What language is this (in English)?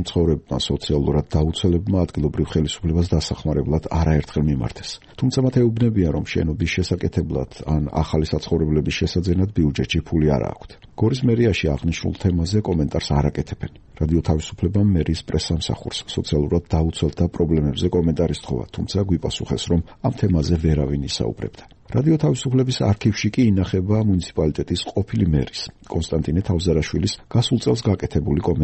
Georgian